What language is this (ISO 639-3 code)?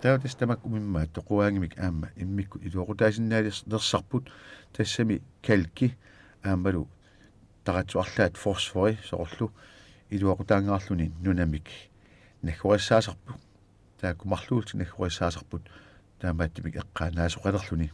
kal